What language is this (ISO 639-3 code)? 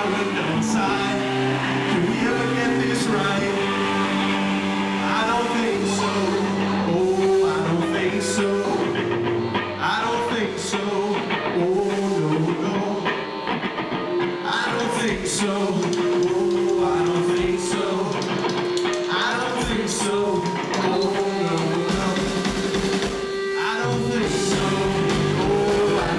eng